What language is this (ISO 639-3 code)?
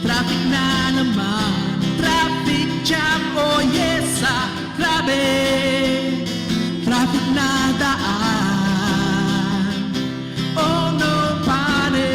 hil